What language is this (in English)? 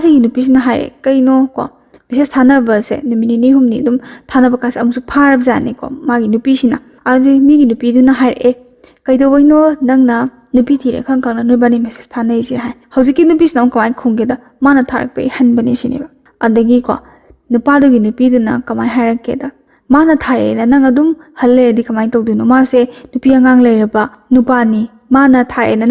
Manipuri